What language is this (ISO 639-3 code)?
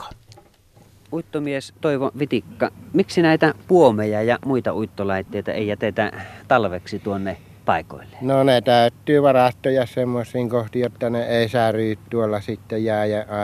fin